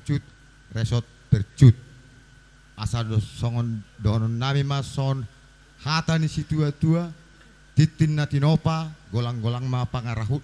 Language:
Batak Toba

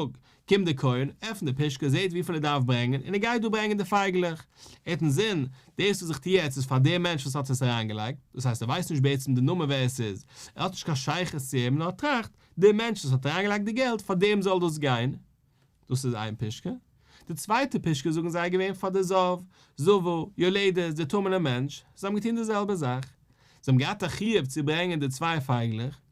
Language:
Yiddish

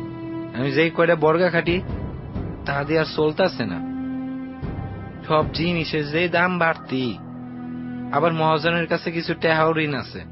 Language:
Bangla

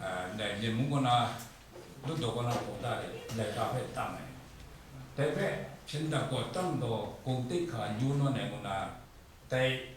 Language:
Kachin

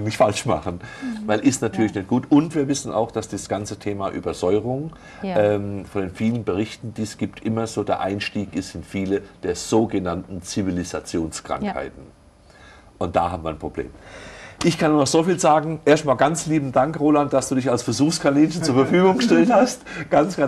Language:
German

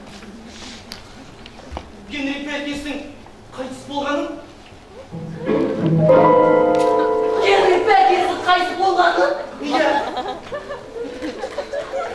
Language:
Kazakh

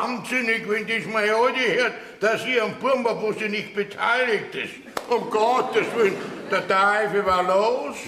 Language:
Bavarian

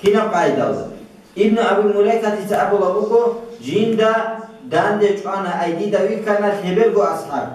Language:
Avaric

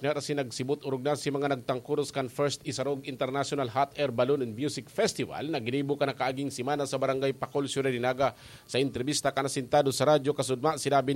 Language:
Bikol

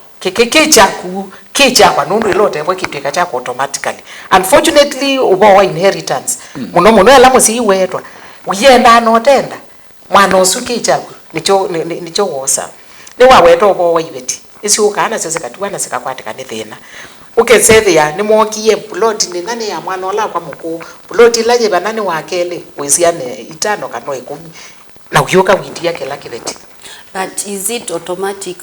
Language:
Kamba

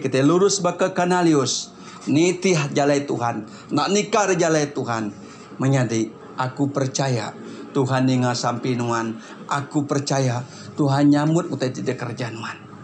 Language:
Iban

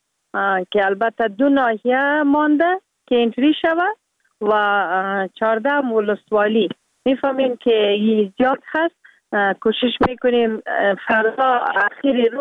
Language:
Persian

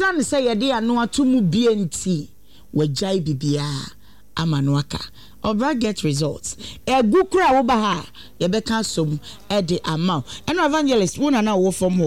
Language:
Akan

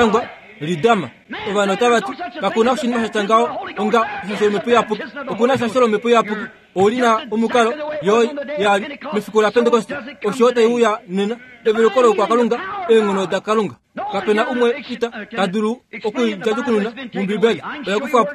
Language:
Kuanyama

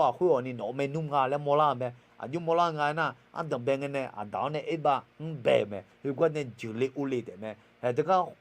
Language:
Akha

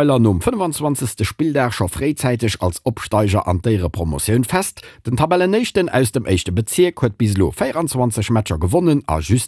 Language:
Luxembourgish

